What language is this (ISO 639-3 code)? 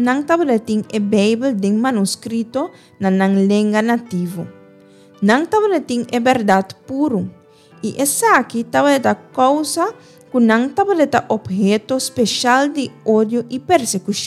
pap